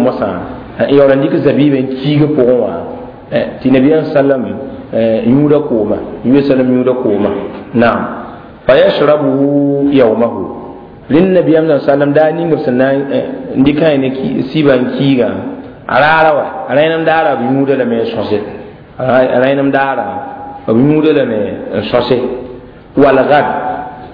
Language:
Mossi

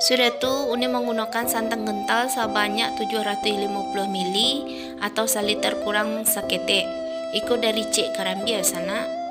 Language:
Minangkabau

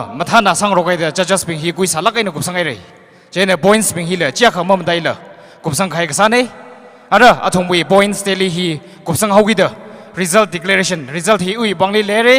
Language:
Tangkhul Naga (India)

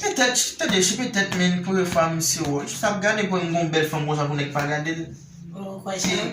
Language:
Haitian Creole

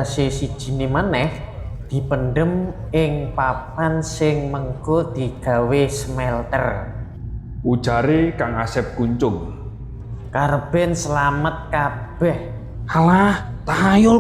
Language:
Javanese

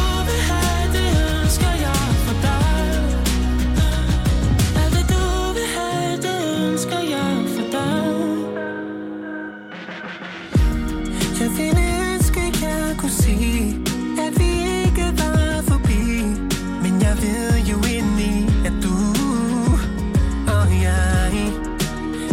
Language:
Danish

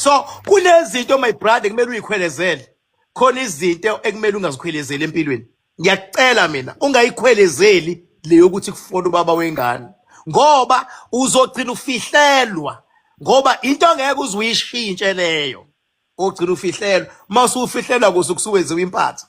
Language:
Zulu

